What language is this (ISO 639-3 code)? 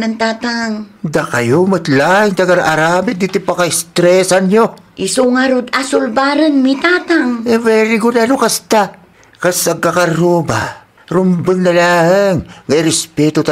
ilo